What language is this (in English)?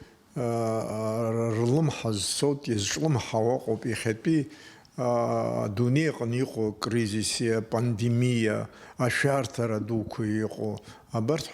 Abkhazian